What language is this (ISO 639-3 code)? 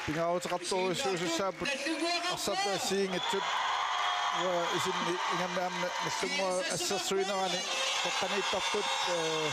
kal